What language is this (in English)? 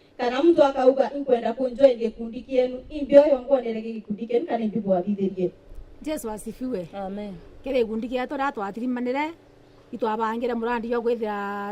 Meru